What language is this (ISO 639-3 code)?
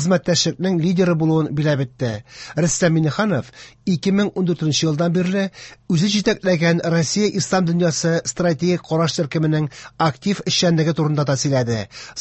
tat